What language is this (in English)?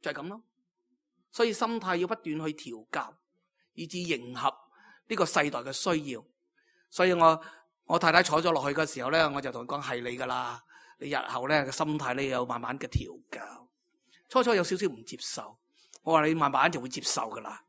Cantonese